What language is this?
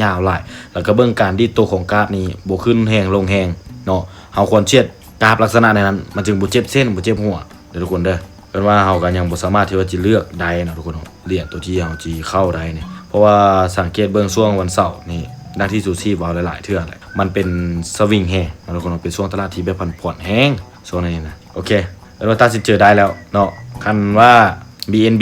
Lao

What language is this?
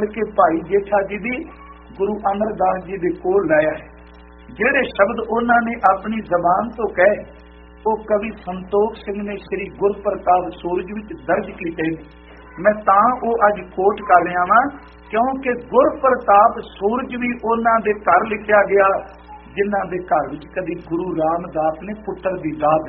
Punjabi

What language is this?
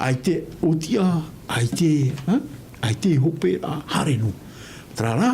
Tahitian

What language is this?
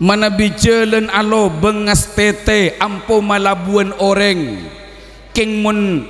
Madurese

